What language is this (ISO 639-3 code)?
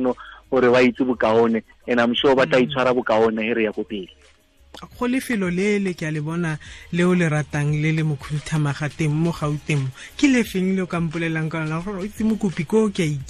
tsn